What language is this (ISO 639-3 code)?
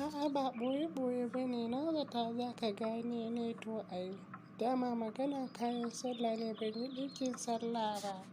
hau